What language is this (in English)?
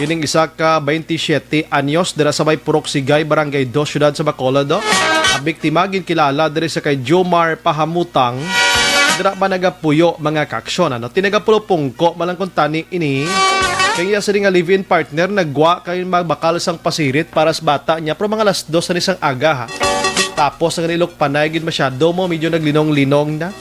Hiligaynon